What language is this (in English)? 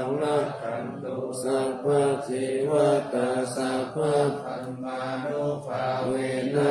Pali